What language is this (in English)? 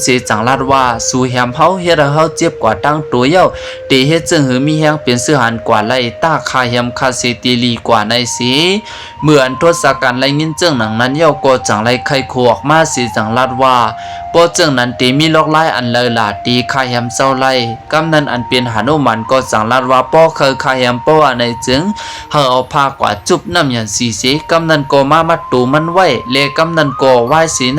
Shan